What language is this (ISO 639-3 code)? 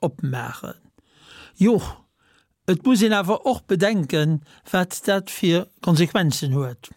ltz